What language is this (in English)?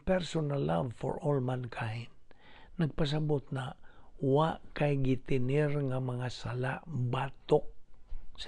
Cebuano